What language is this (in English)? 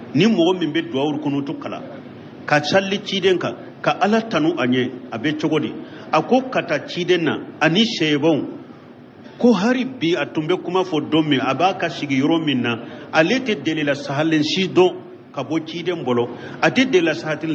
Bambara